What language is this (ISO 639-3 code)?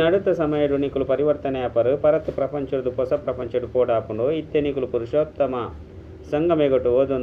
tcy